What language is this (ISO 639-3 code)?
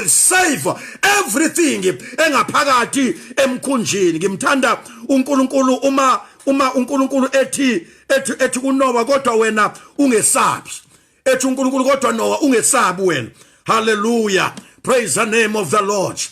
zul